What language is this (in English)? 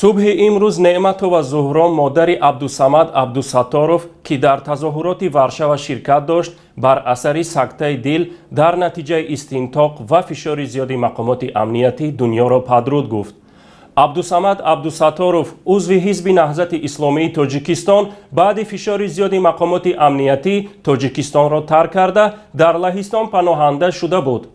Tajik